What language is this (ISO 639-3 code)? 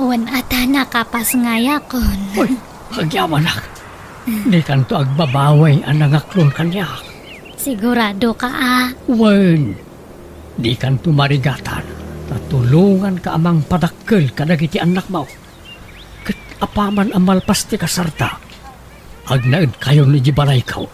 ilo